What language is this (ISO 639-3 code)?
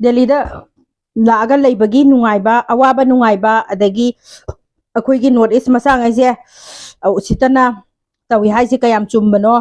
mni